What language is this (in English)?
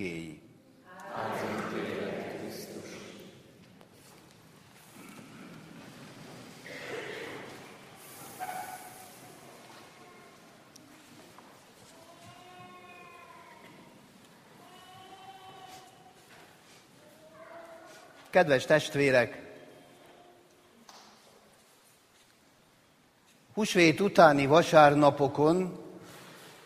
Hungarian